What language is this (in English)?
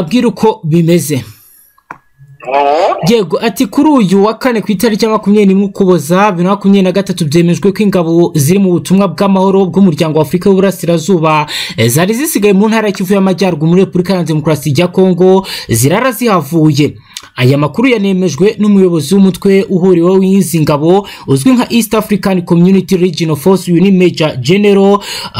Kinyarwanda